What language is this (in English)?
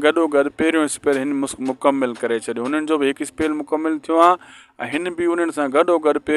Sindhi